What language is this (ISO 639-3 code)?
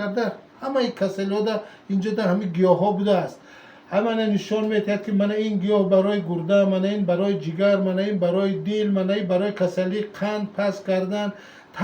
tgk